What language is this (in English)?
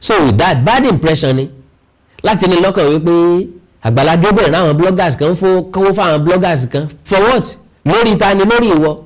Yoruba